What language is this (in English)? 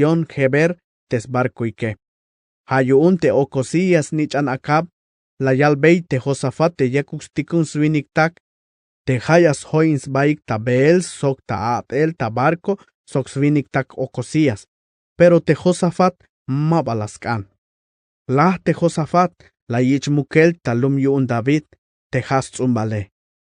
Tzeltal